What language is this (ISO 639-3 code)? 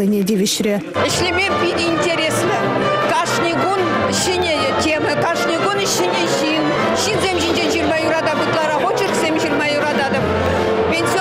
chv